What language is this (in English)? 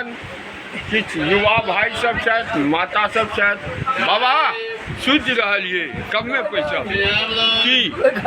Maithili